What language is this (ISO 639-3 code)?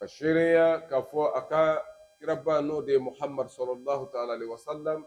bam